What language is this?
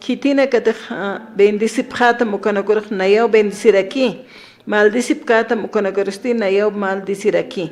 Aymara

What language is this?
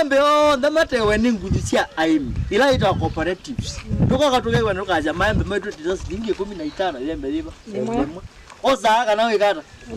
Kamba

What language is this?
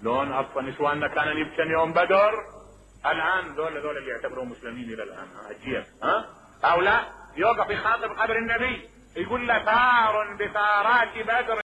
Mesopotamian Arabic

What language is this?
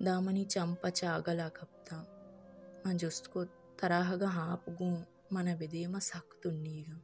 Baluchi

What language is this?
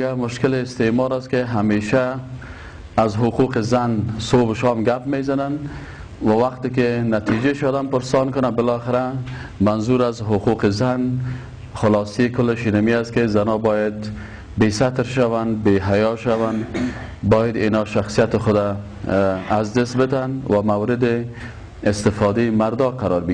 Persian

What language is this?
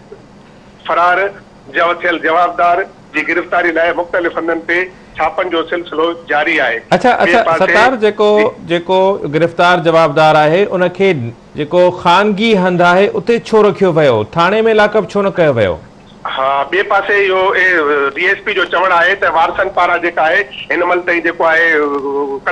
Sindhi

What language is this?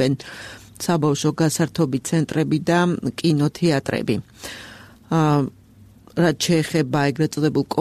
Georgian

